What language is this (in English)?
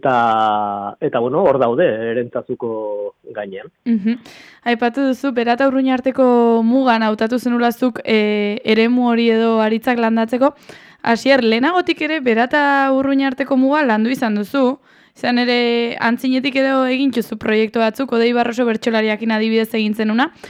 Basque